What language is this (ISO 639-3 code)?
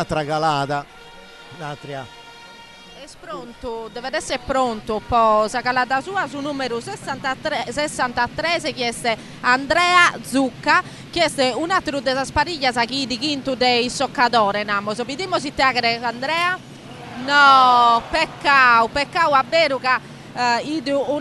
srd